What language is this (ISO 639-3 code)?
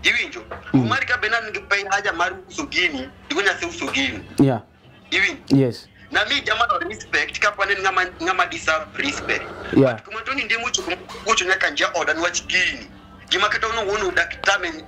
luo